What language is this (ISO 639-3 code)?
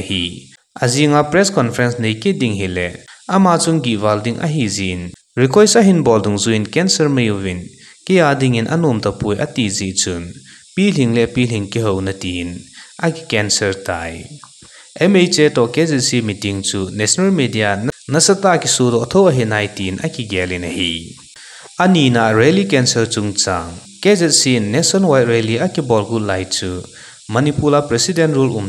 tcz